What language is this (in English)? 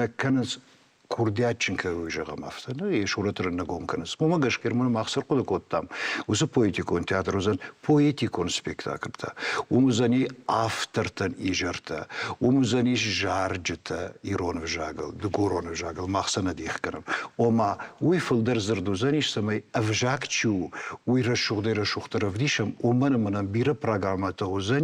Ossetic